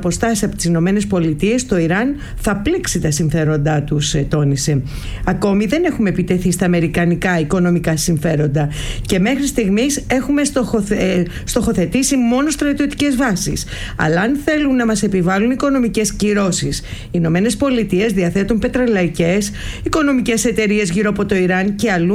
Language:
Greek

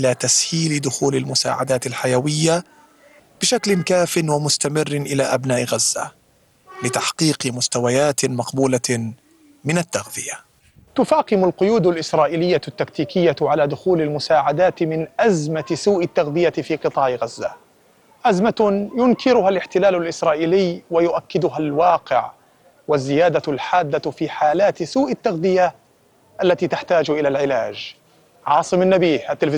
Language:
Arabic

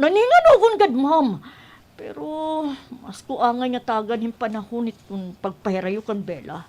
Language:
Waray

